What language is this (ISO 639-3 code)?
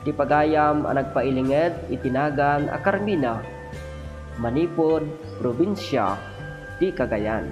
ilo